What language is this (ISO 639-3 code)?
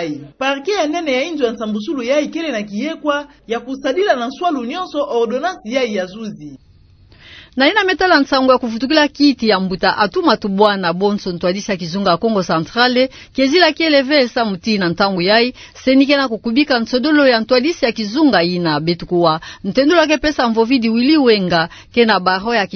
ktu